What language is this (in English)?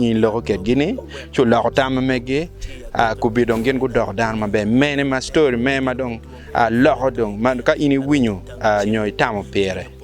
Acoli